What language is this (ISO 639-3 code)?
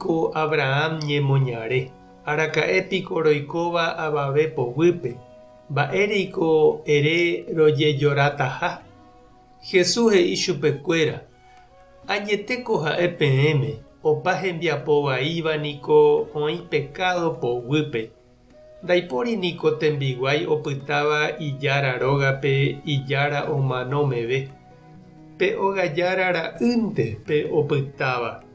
grn